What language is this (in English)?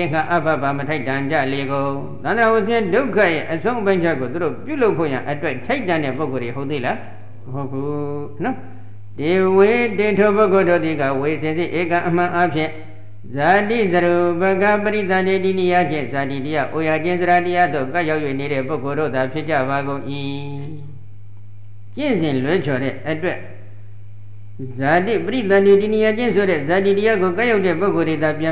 Burmese